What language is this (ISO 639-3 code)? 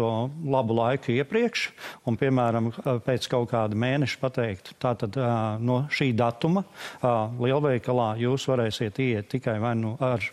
lav